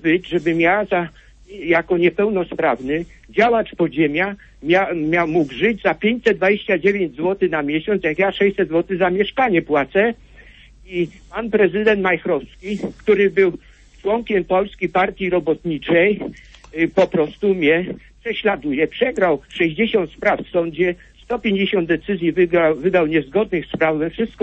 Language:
Polish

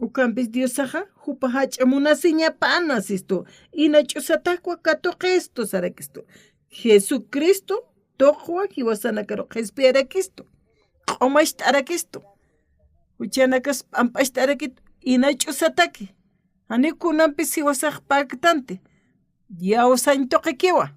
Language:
Aymara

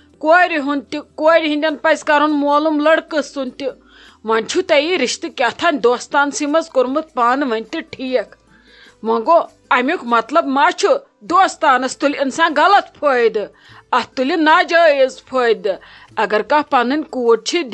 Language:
Kashmiri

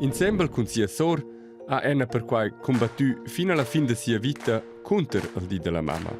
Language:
Romansh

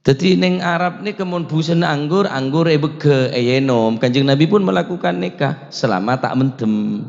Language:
Madurese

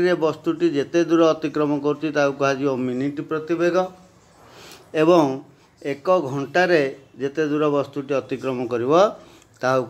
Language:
Odia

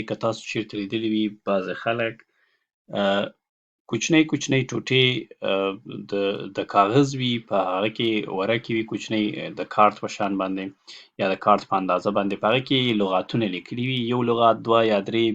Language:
Pashto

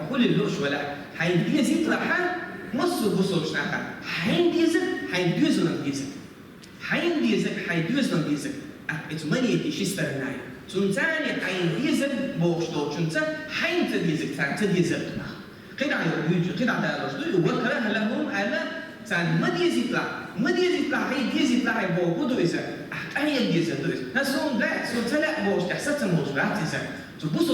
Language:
Chechen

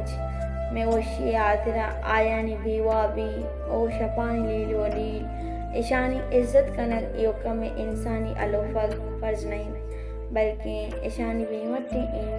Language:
Baluchi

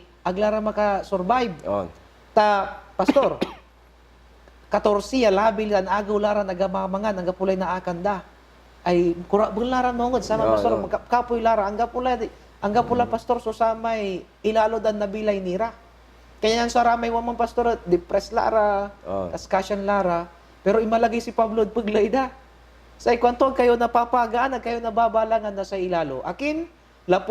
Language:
Pangasinan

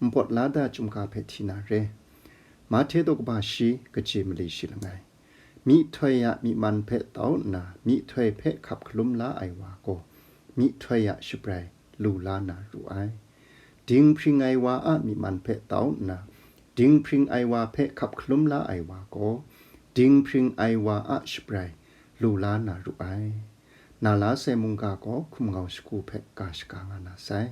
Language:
Kachin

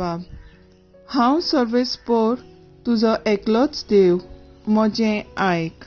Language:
Konkani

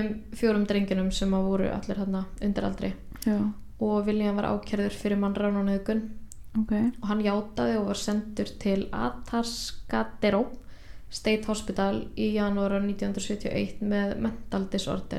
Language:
Icelandic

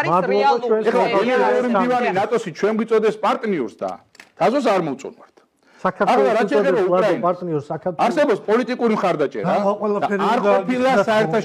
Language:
Georgian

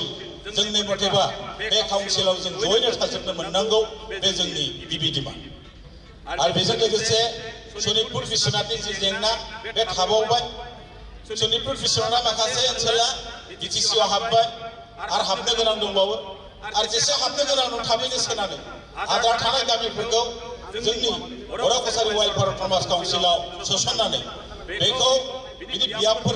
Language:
Bodo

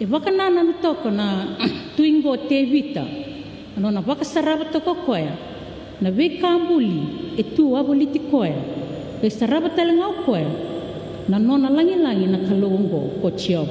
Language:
Fijian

